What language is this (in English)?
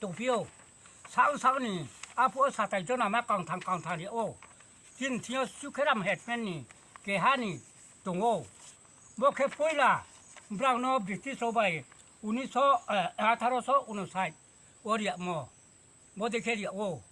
Riang (India)